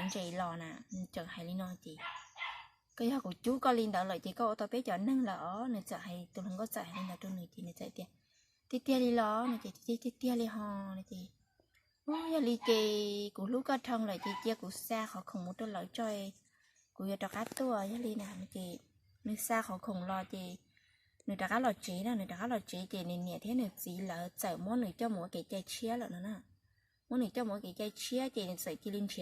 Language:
Hmong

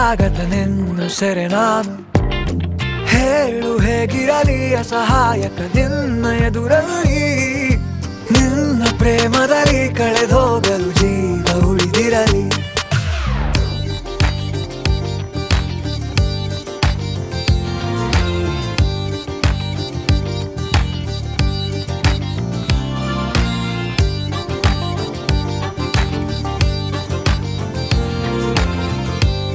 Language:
Kannada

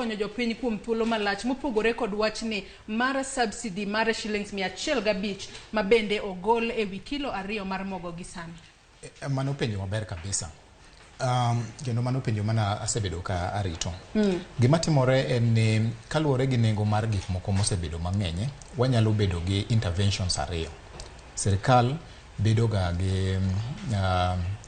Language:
Luo (Kenya and Tanzania)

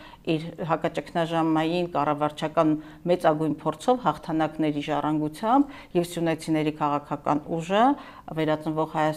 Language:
Armenian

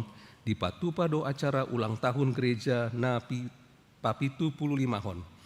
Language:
Batak Toba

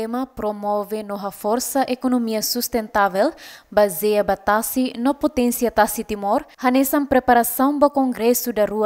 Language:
Tetum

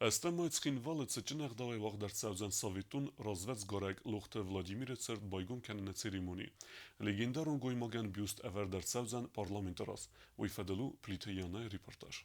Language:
Ossetic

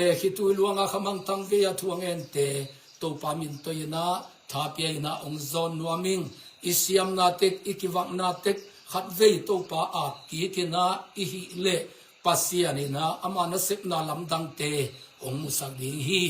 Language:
Tedim Chin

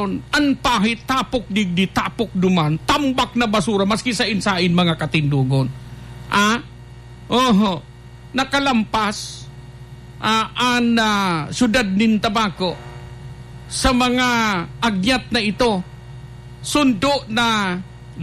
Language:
Bikol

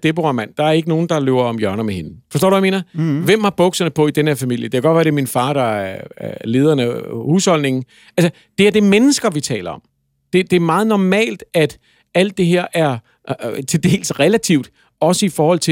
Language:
Danish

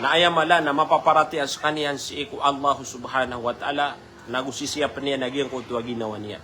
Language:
Maranao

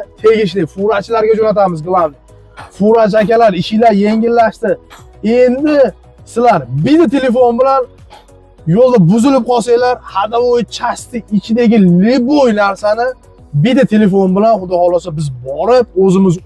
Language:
Uzbek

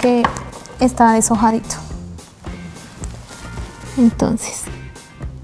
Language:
Spanish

